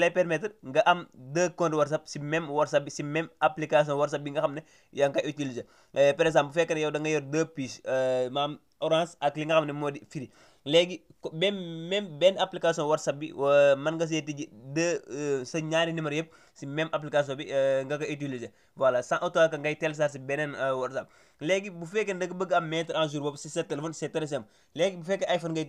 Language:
Wolof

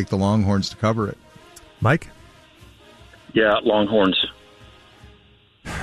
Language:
English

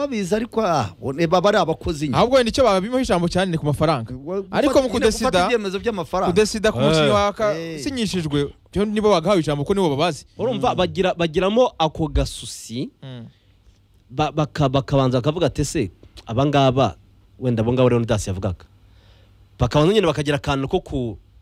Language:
Kinyarwanda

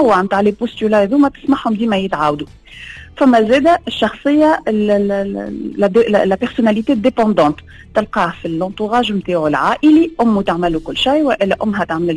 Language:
Tunisian Arabic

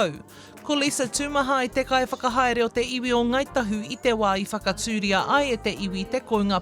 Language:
Māori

